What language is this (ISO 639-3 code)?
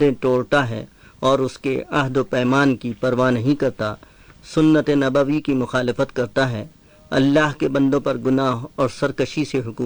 urd